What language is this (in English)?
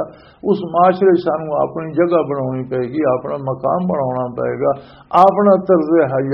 Western Panjabi